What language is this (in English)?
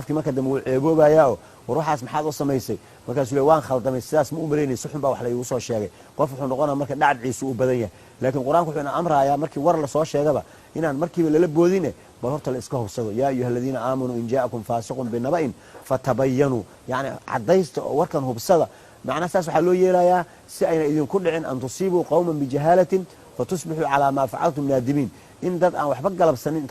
Somali